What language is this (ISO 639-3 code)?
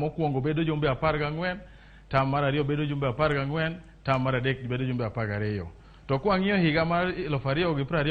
luo